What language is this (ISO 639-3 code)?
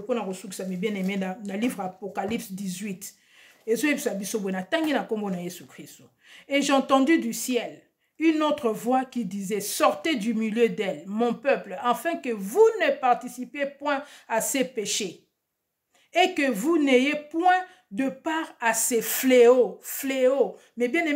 lin